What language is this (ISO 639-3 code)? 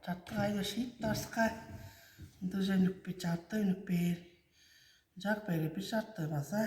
tyv